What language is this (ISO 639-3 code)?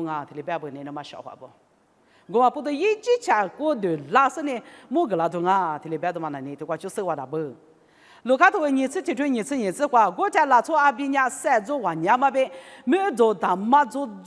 lis